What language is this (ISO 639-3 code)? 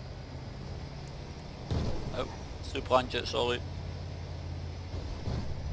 nld